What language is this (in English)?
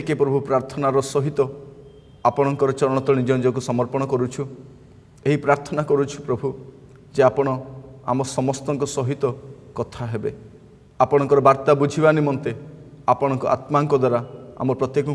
Odia